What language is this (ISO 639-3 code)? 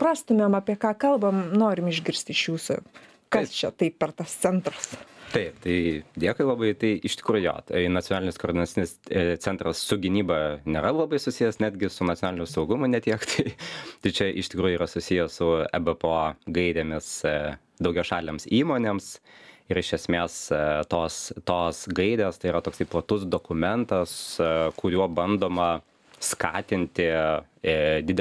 lit